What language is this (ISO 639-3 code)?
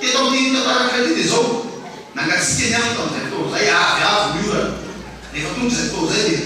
mlg